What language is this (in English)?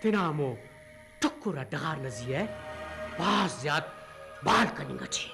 Brahui